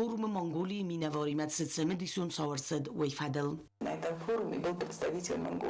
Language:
Ossetic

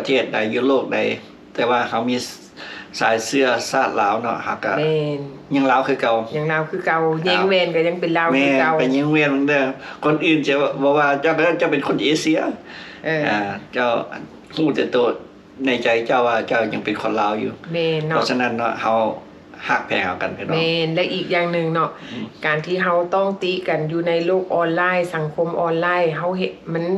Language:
Lao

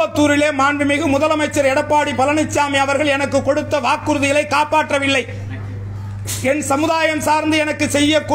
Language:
Tamil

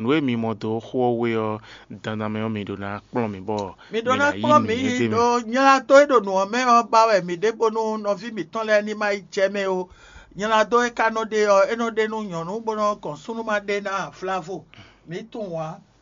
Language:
Fon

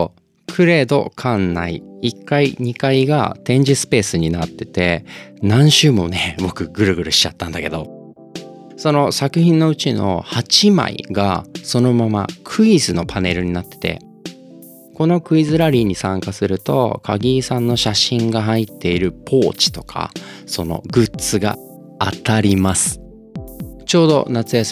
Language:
Japanese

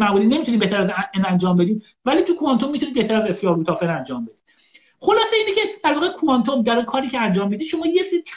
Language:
Persian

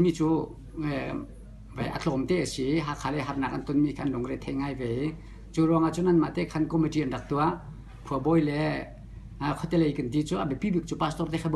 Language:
Hakha Chin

